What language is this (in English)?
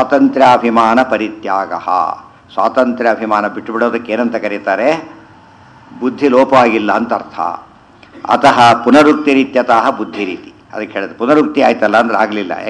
Kannada